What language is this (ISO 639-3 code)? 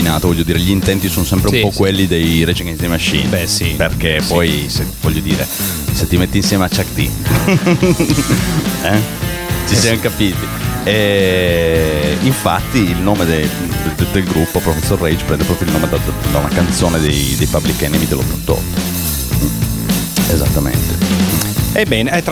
ita